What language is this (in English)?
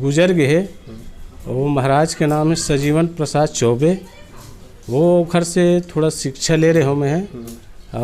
Chhattisgarhi